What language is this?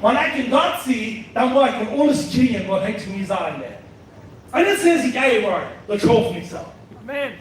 Plautdietsch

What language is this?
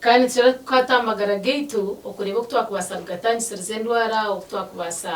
Nyankole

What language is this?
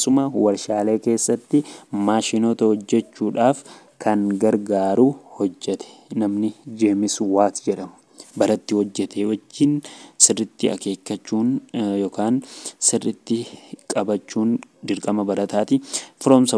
Oromo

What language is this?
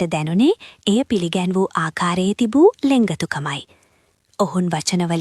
Sinhala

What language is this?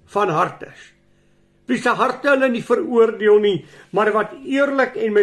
Afrikaans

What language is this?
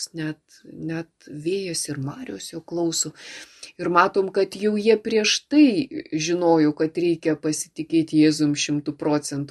Lithuanian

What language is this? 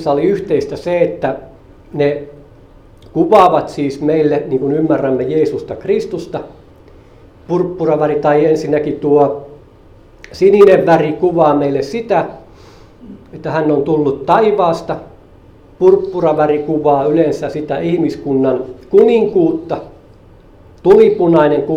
Finnish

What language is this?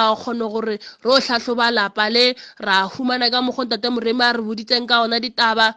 Northern Sotho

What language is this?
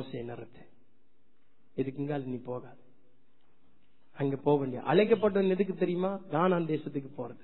Tamil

